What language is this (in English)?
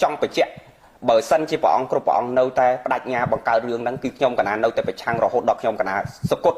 Khmer